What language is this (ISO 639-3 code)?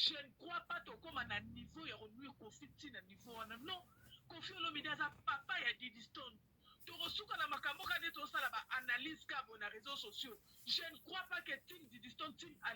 lin